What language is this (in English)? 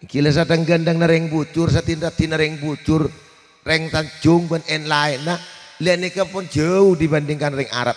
Madurese